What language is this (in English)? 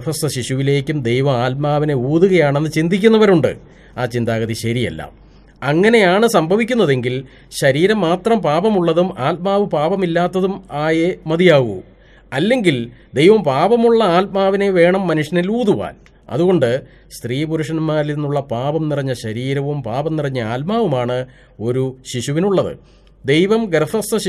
Malayalam